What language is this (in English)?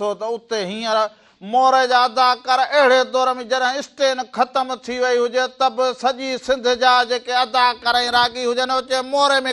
Sindhi